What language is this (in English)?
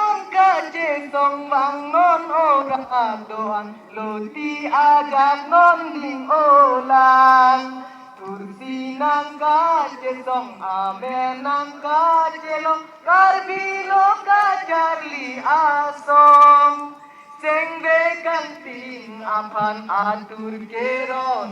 Karbi